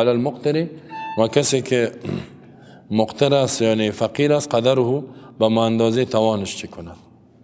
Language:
Persian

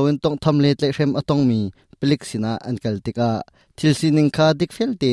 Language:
Hakha Chin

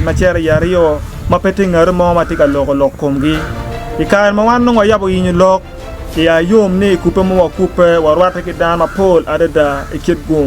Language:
Acoli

